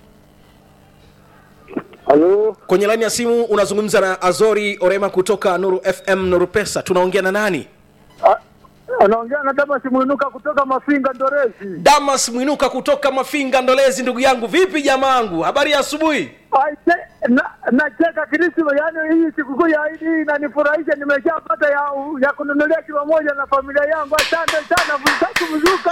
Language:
Swahili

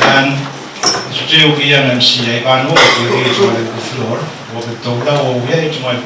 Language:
Pohnpeian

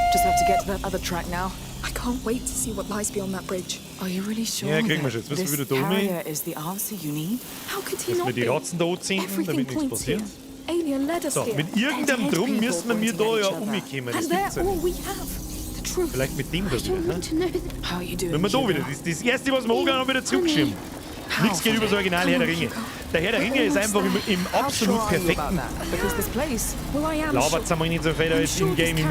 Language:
Bavarian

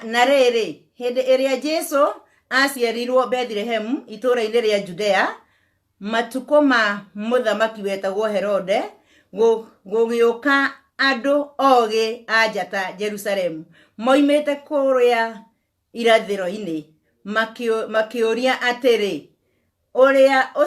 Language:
Kikuyu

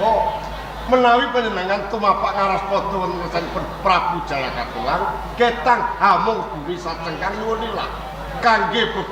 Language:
Javanese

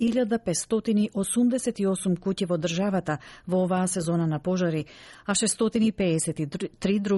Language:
Macedonian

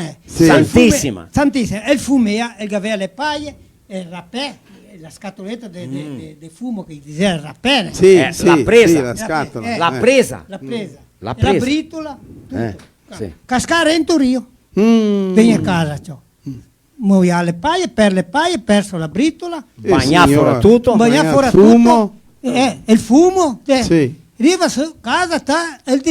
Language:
Venetian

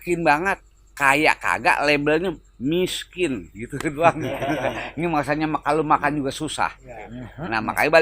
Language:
Betawi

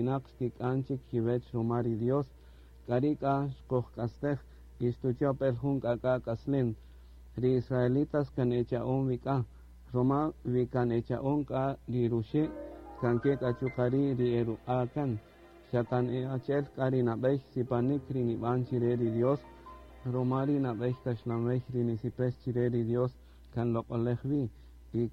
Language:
Kaqchikel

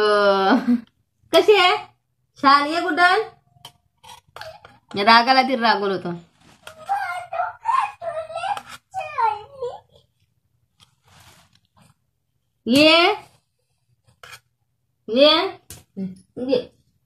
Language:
Marathi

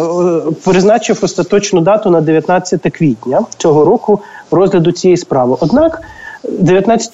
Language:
Ukrainian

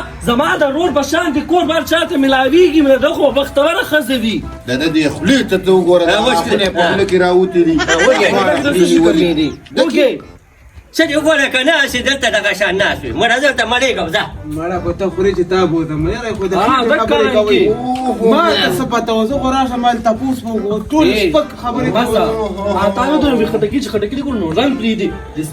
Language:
Pashto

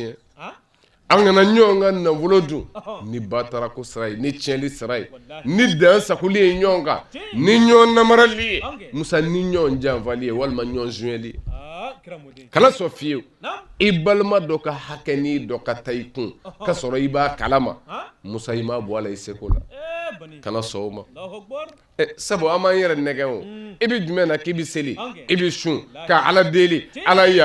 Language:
Bambara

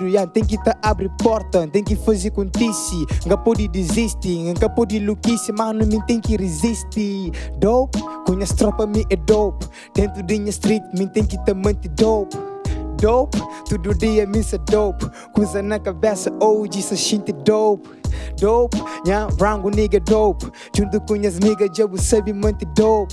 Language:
Kabuverdianu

